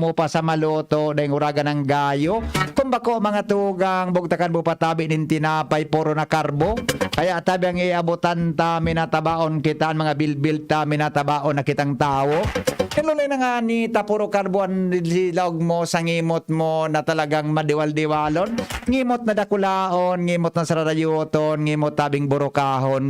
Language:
Bikol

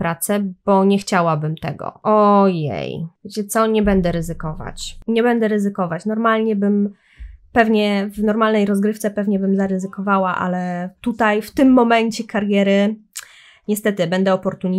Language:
Polish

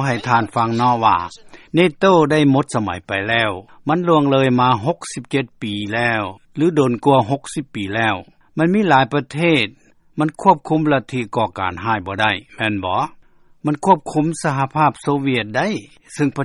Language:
Lao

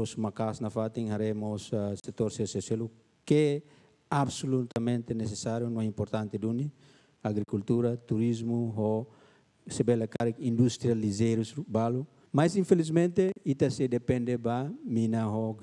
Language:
Tetum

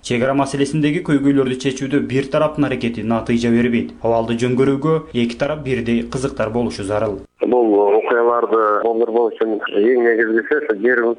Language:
Kyrgyz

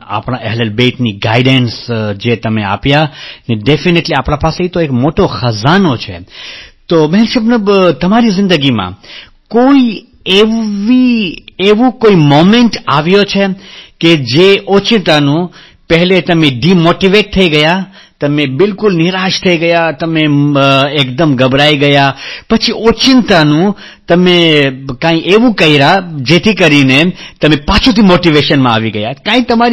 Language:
Gujarati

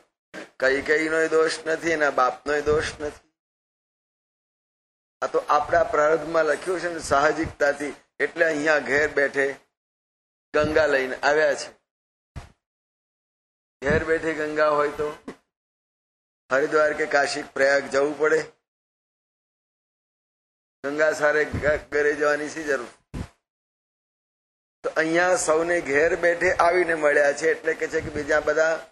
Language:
Gujarati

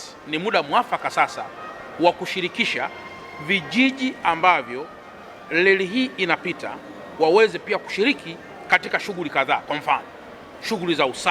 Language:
Swahili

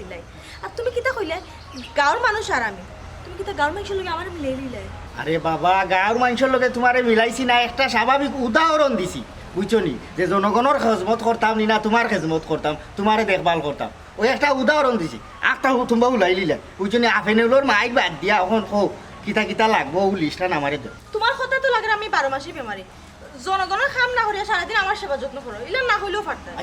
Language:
Sylheti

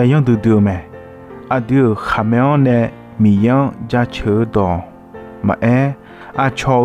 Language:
Akha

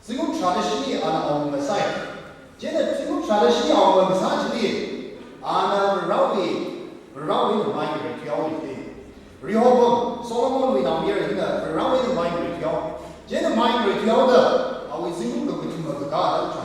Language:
Tangkhul Naga (India)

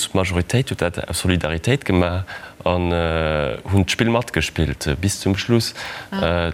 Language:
Luxembourgish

